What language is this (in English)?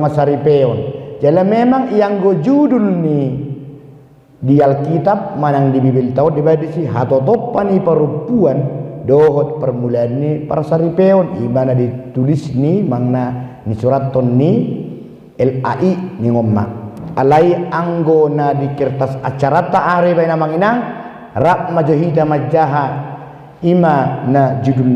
Batak Toba